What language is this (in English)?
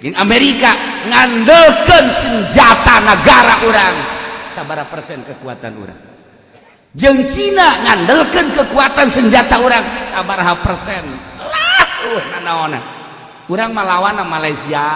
Sundanese